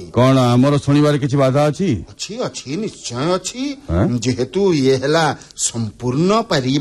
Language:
Odia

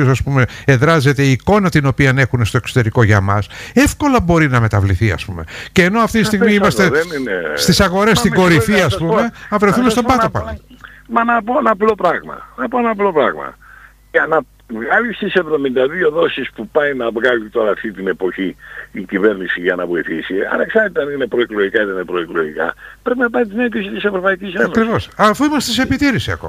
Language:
Greek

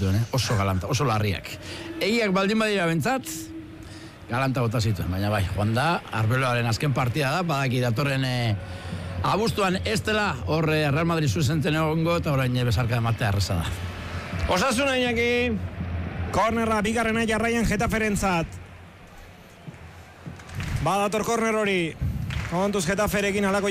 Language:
Basque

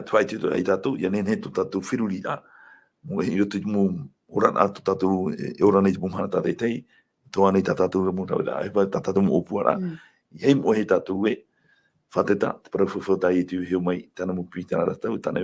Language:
Tahitian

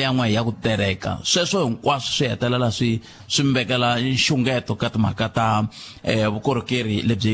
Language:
Tsonga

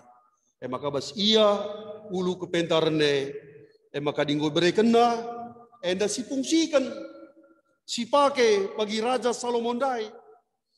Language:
Batak Karo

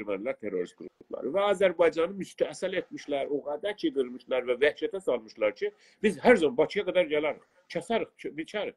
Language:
South Azerbaijani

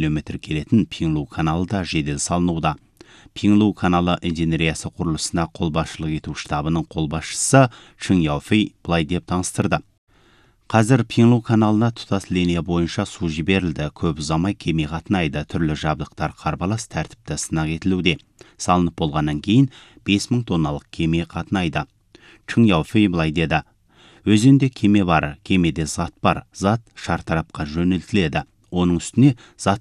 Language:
Kazakh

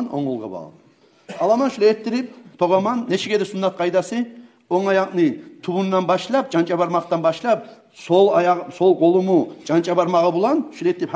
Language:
Kumyk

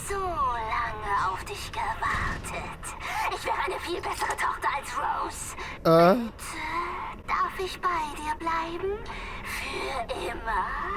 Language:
Swiss German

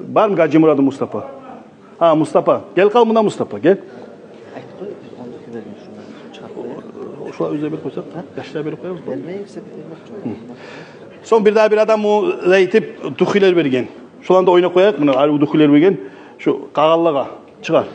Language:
Kumyk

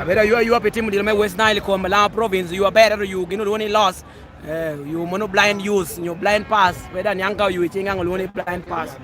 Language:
Lango (Uganda)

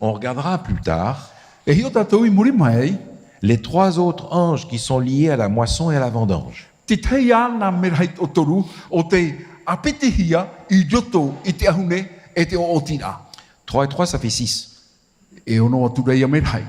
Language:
Tahitian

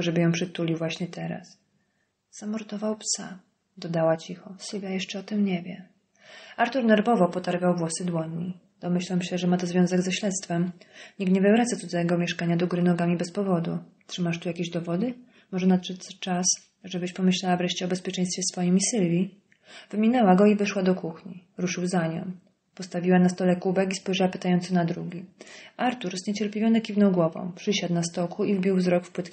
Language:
Polish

